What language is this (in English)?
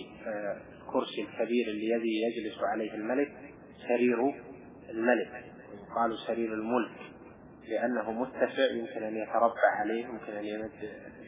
Arabic